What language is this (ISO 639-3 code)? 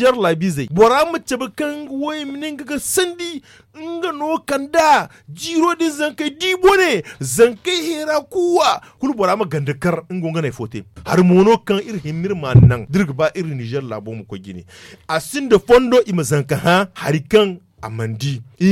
dje